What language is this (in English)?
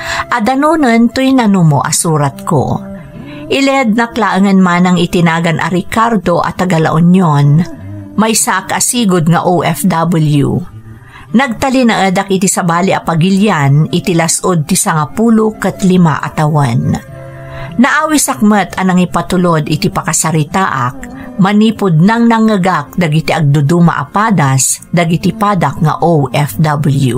Iloko